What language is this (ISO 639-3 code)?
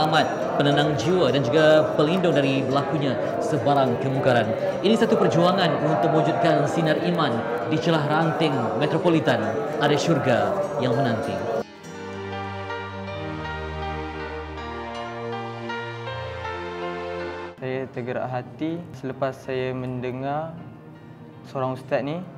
msa